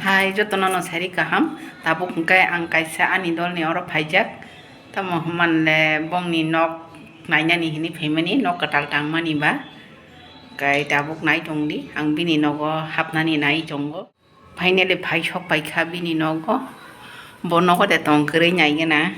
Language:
Kok Borok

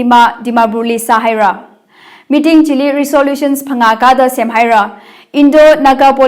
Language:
Tangkhul Naga (India)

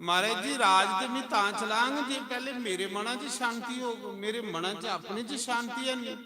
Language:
Dogri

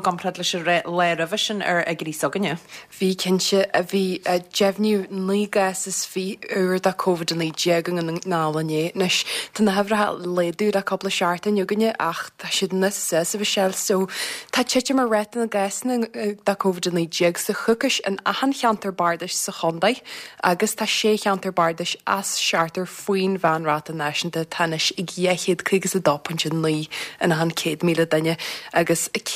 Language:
Irish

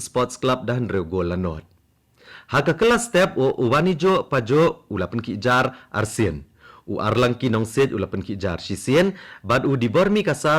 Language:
Khasi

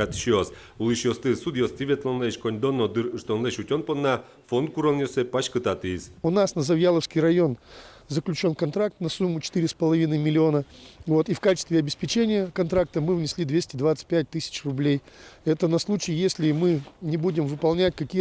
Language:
Udmurt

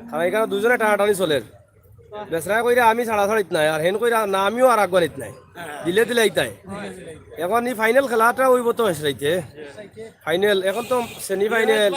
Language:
Sylheti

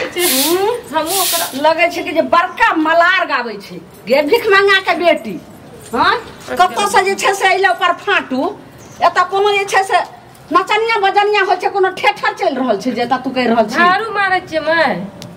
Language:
Maithili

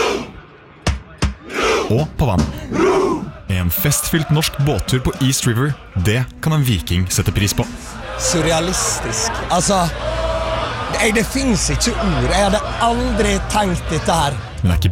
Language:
Norwegian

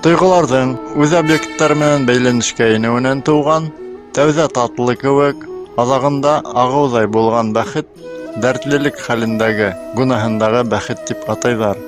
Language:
Bashkir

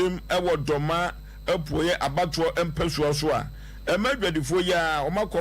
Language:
Akan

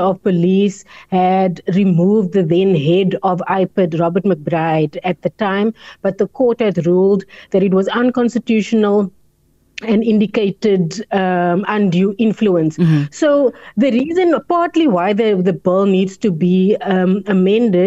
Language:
English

